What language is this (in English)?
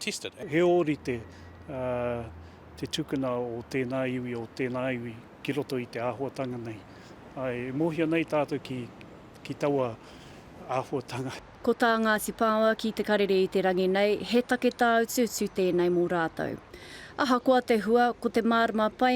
Māori